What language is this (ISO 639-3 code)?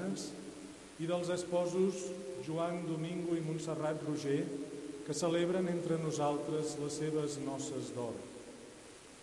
cat